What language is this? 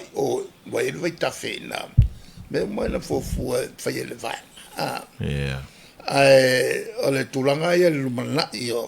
Samoan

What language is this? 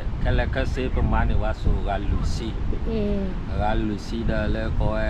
S'gaw Karen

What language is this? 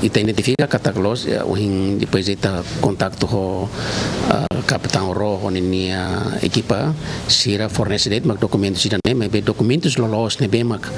Tetum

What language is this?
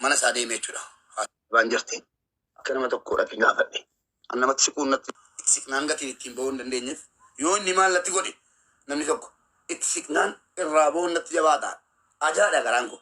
Oromo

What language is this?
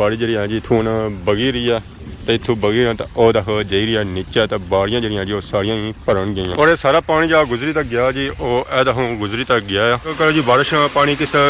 Pahari-Potwari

